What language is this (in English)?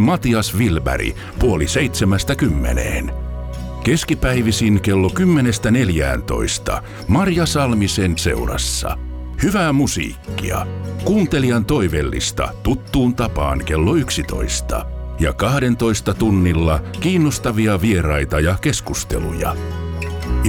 Finnish